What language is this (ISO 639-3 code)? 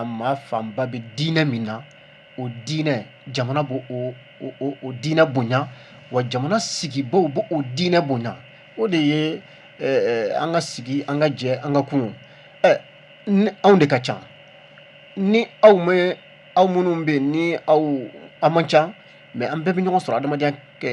bam